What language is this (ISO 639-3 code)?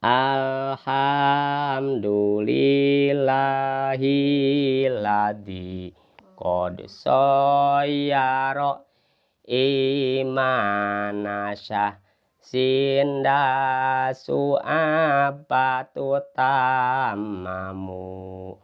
sun